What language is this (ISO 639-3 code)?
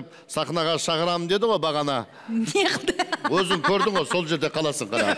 kaz